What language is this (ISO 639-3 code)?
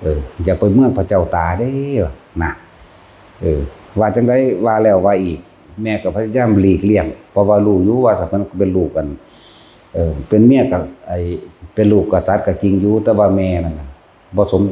tts